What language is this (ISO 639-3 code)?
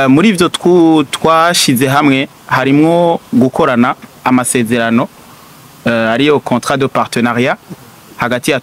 run